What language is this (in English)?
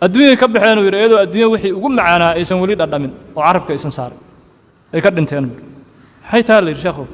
Somali